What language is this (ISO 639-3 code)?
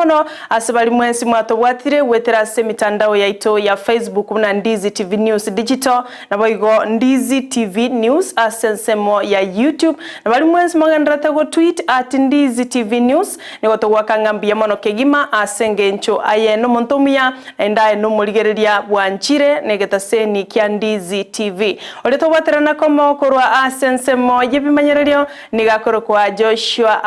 guz